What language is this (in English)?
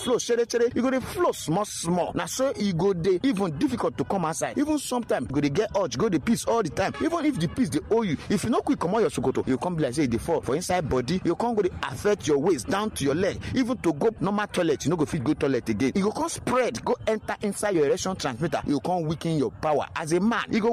Nigerian Pidgin